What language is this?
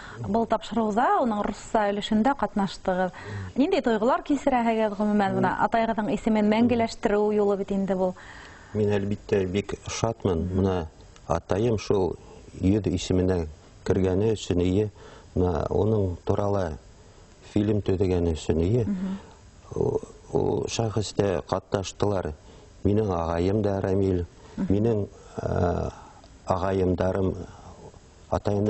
Bashkir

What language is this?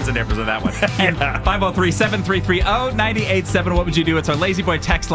English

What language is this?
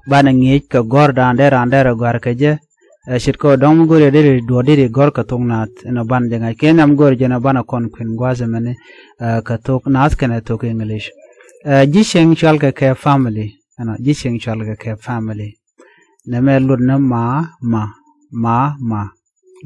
Nuer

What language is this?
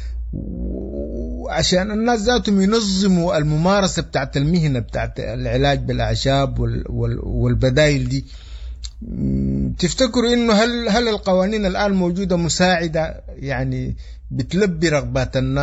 Sudanese Arabic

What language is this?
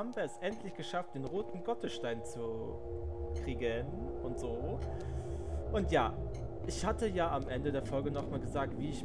German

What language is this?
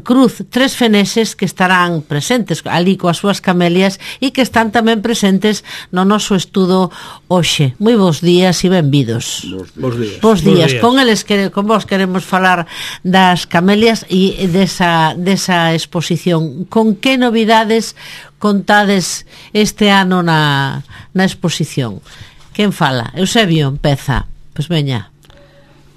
Galician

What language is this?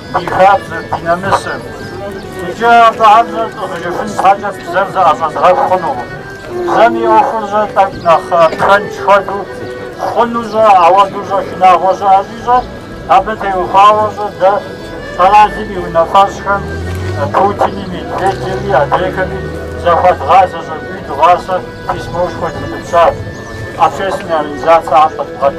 Kabardian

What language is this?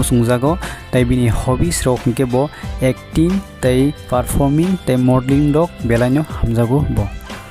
Kok Borok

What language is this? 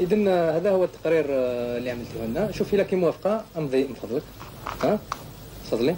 Algerian Arabic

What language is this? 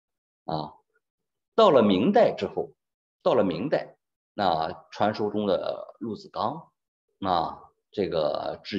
Chinese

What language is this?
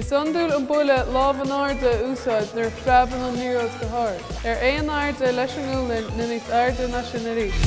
Irish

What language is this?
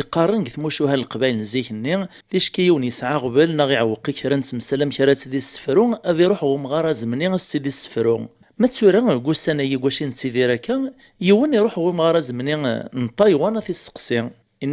Kabyle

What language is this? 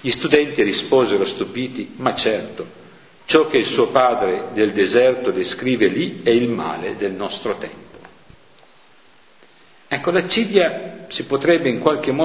Italian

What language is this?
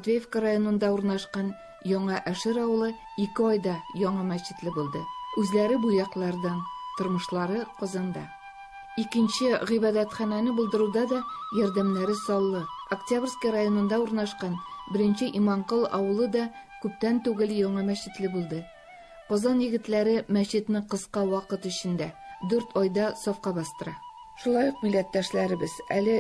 Tatar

